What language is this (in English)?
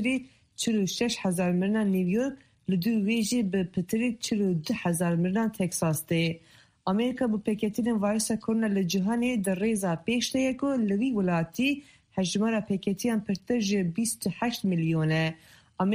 Kurdish